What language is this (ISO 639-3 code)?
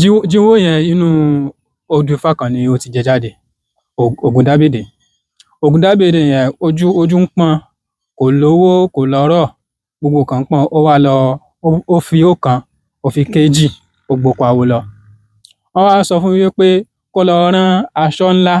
yor